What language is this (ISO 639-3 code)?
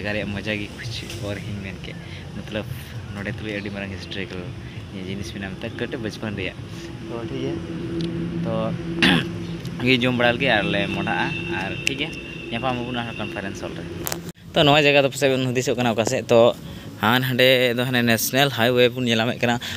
sat